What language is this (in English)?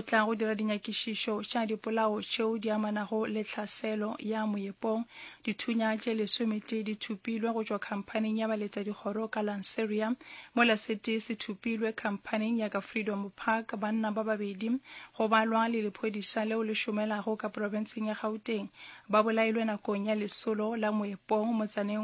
Northern Sotho